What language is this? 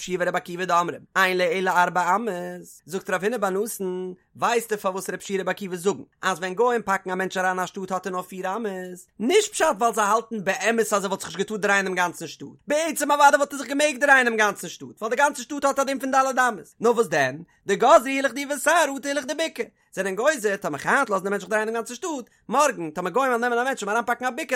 Yiddish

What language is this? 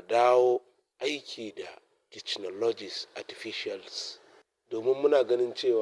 Hausa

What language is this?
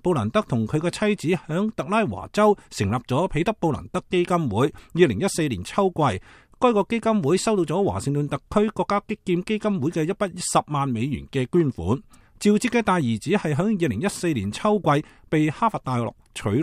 Cantonese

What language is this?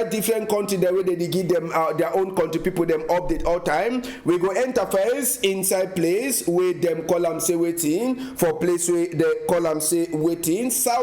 Cameroon Pidgin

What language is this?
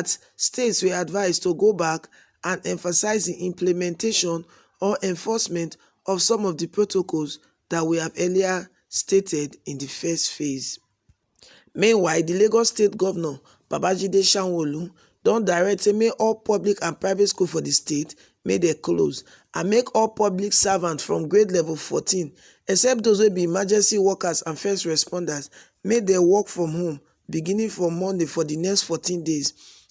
Nigerian Pidgin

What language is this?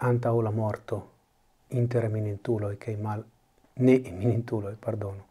Esperanto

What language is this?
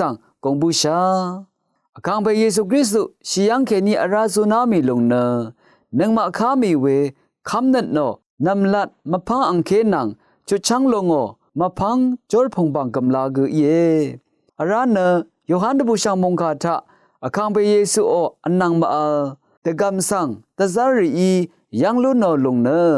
Rawang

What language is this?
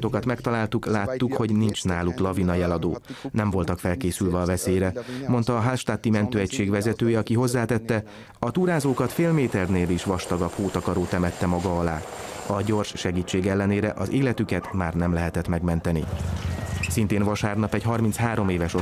Hungarian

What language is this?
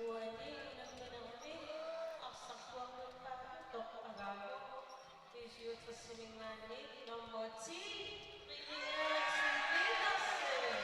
Kalaallisut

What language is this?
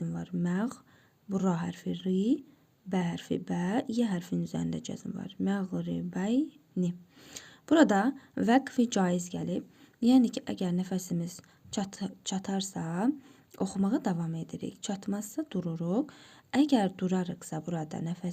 Azerbaijani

